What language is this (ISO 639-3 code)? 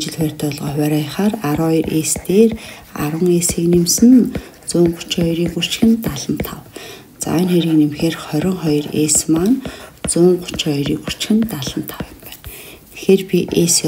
mon